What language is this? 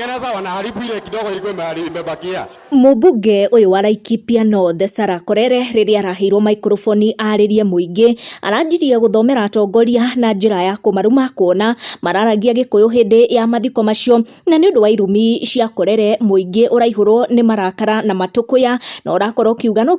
Kikuyu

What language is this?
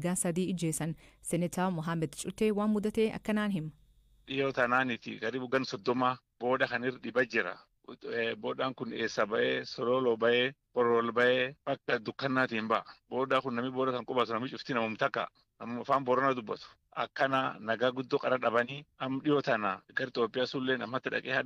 Oromo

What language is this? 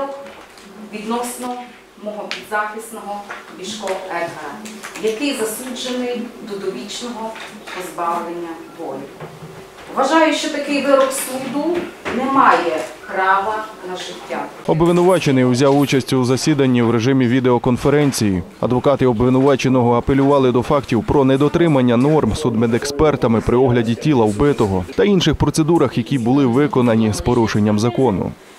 Ukrainian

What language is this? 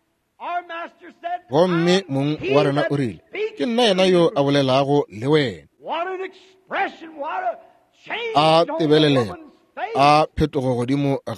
Northern Sotho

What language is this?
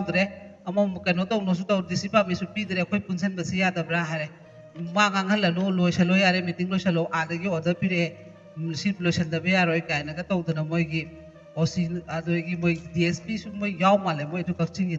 Manipuri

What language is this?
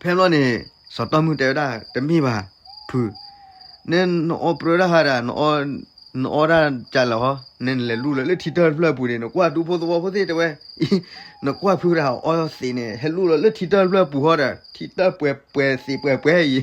S'gaw Karen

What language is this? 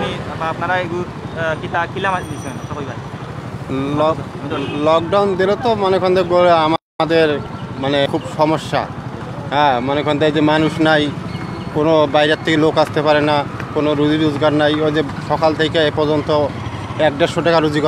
Sylheti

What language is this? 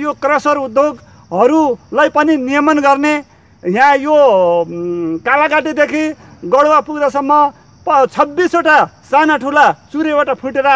Nepali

